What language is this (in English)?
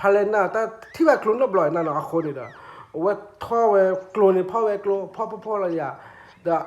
S'gaw Karen